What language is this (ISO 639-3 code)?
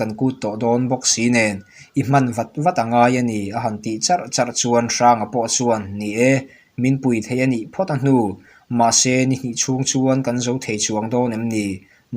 lus